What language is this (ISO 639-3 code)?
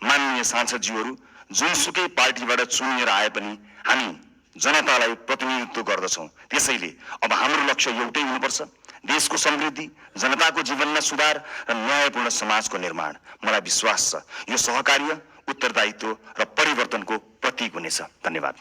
nep